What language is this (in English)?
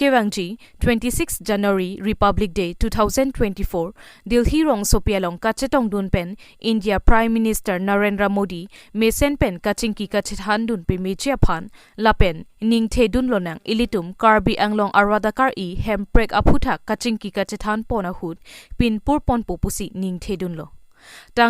Karbi